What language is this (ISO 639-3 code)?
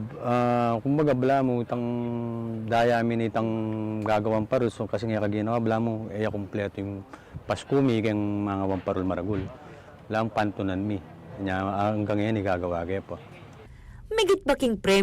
pam